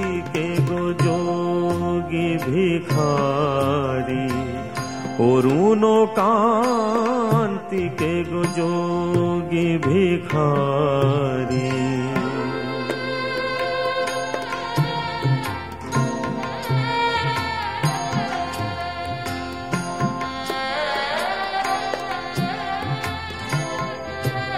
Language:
Bangla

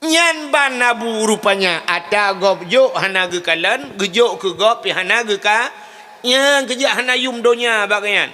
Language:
Achinese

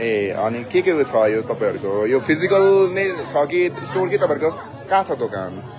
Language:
Nepali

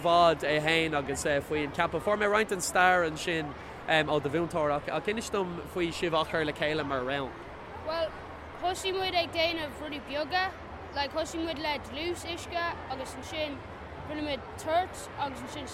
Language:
Irish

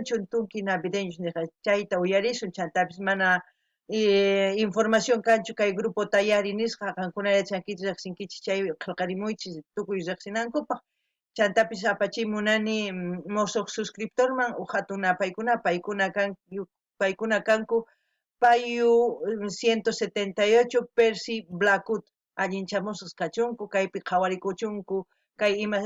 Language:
Quechua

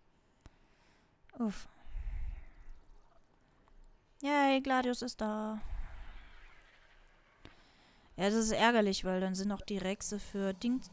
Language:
German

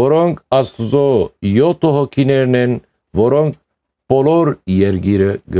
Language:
Western Armenian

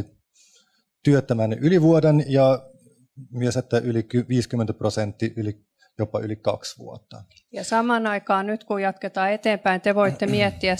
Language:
Finnish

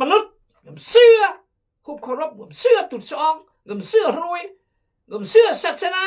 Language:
Khmu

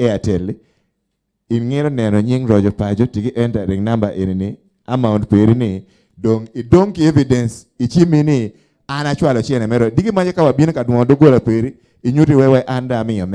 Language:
Acoli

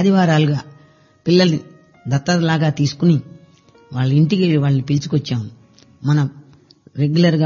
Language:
Telugu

